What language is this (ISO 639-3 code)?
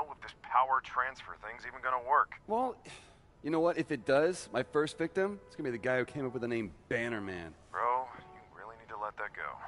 eng